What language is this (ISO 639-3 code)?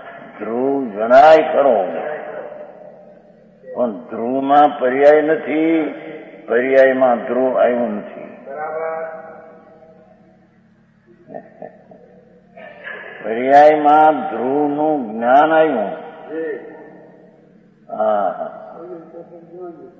guj